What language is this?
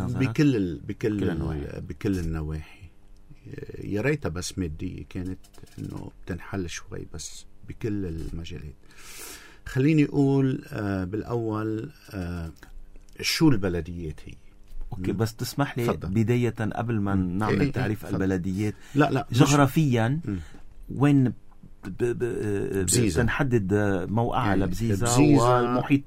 North Levantine Arabic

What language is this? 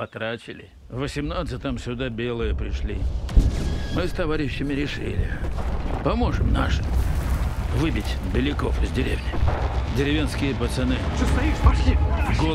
Russian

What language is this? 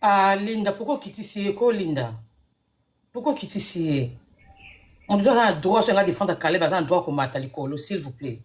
Lingala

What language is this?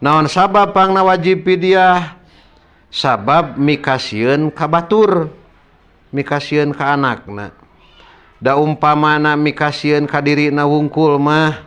Sundanese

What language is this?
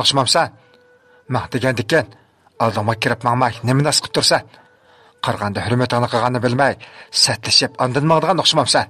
Uyghur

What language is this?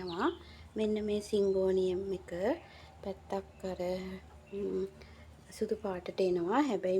Sinhala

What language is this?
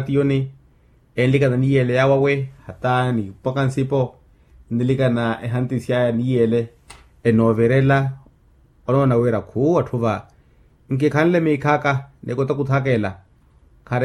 Makhuwa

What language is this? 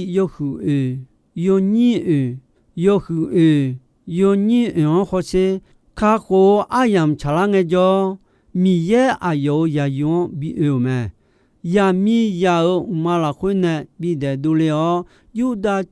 Akha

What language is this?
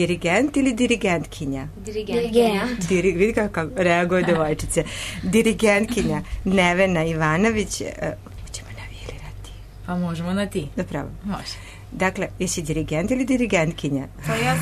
Serbian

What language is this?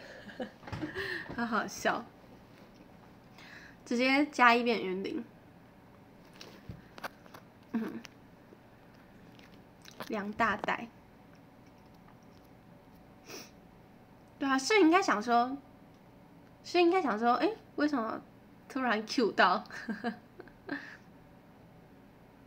Chinese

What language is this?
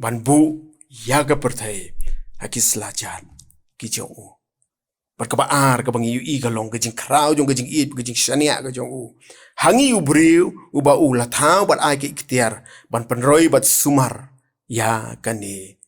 Khasi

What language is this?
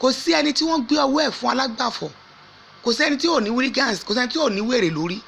Yoruba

